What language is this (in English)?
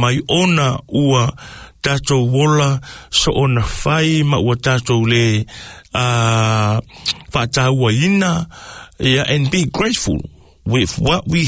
Samoan